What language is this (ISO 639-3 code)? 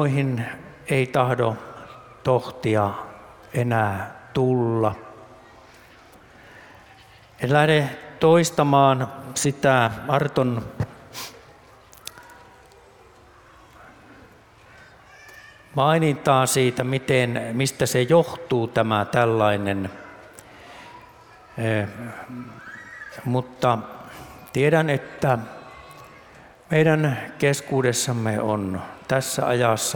fin